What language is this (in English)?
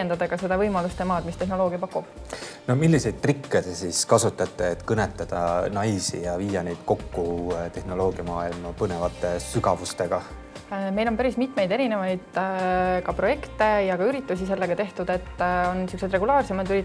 Estonian